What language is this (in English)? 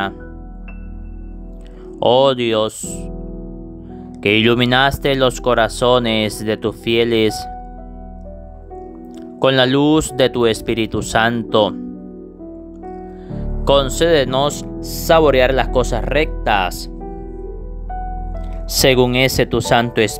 Spanish